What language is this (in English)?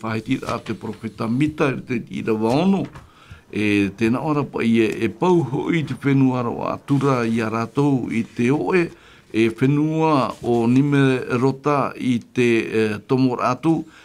Tahitian